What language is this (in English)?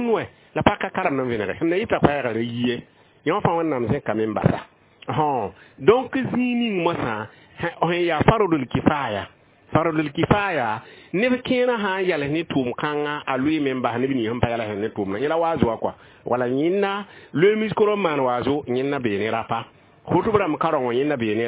Mossi